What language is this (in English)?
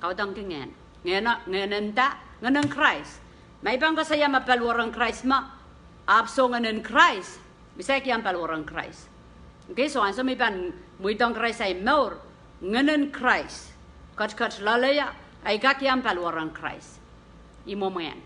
Pohnpeian